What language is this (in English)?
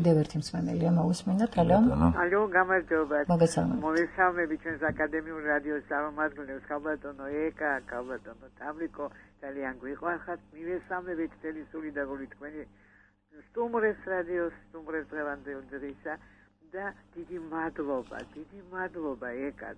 Georgian